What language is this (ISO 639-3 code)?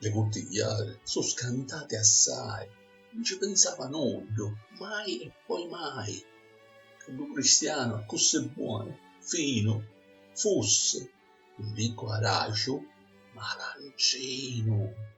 scn